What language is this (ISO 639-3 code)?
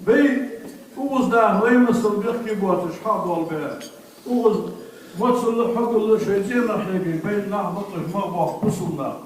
inh